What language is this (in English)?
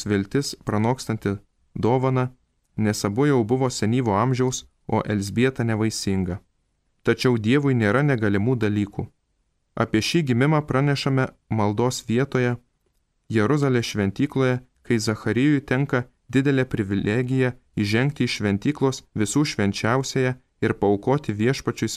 Lithuanian